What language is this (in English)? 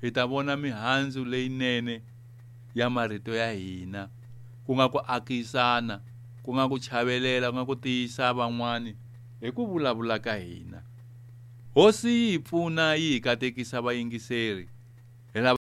Tsonga